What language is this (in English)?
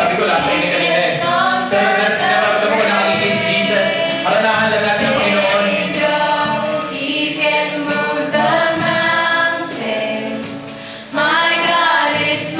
Filipino